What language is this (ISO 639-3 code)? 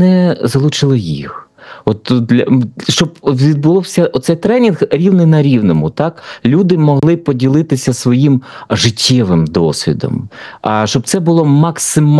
ukr